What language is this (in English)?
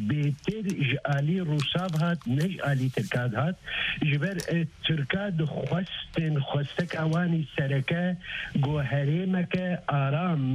Kurdish